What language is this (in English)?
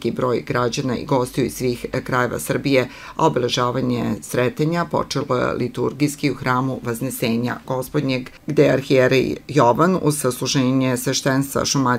Serbian